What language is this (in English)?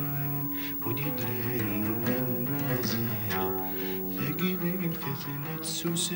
Kabyle